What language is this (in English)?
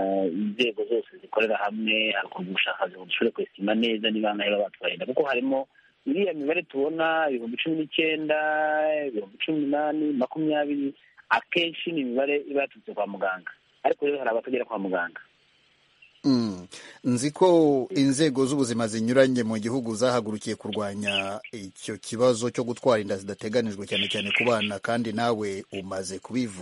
Kinyarwanda